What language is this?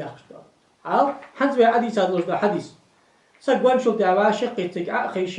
Ingush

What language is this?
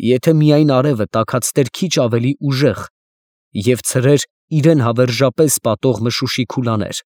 Armenian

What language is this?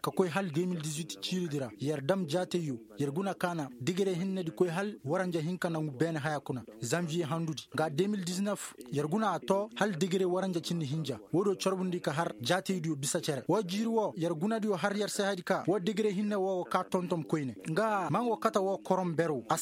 Koyraboro Senni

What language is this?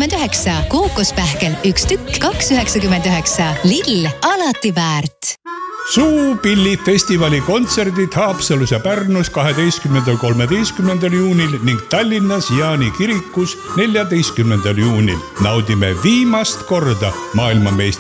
Estonian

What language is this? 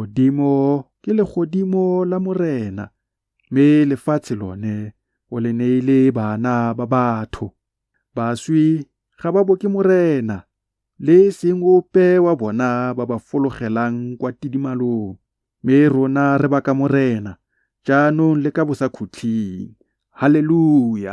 Tswana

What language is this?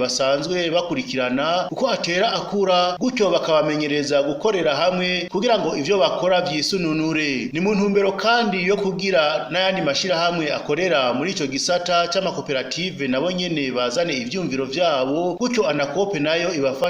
Rundi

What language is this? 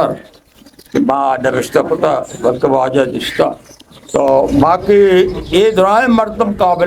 Eastern Balochi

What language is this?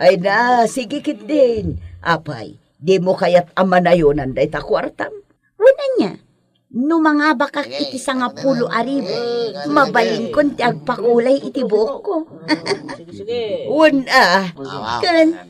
Iloko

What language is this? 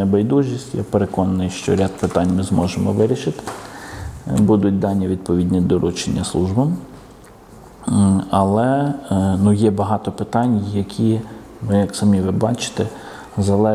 Ukrainian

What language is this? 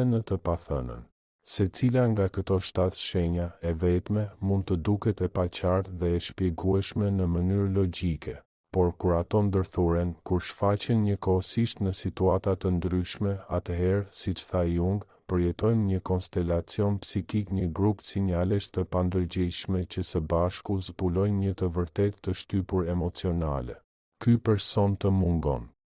Albanian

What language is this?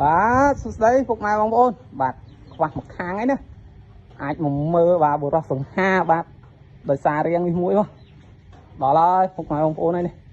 Khmer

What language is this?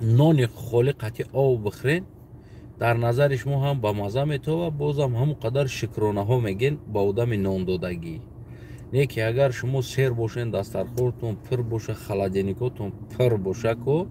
Tajik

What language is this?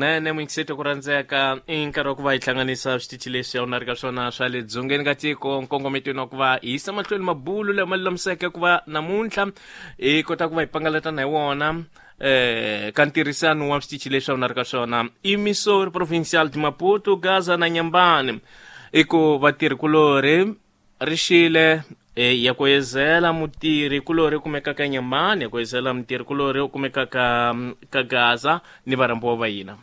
Tsonga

